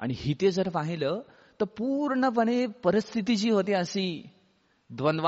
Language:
Marathi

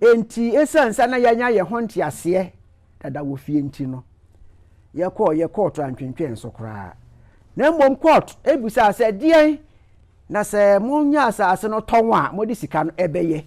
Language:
Akan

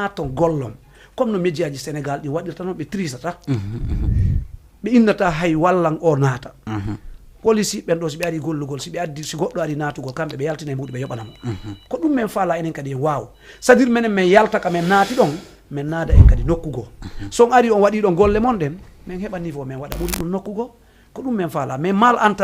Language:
Fula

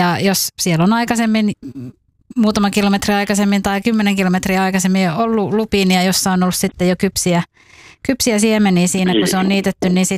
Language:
Finnish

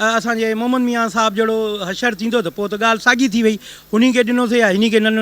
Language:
Sindhi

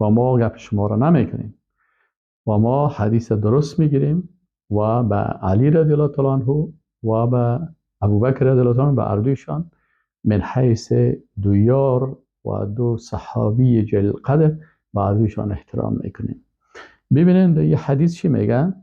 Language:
Persian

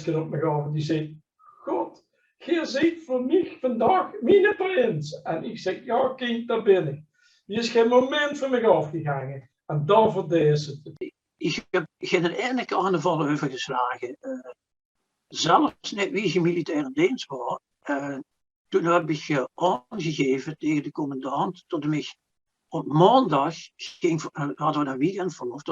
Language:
Limburgish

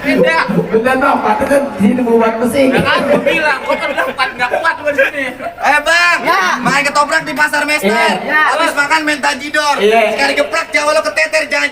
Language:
Betawi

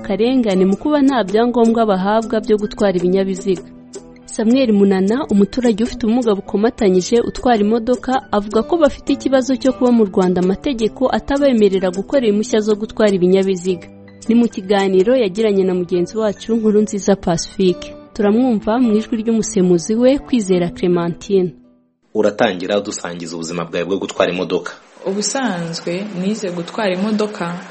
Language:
Kinyarwanda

